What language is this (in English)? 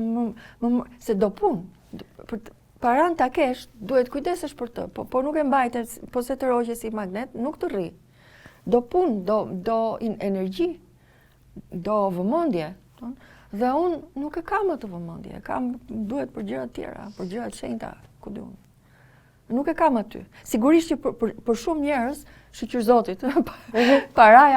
Albanian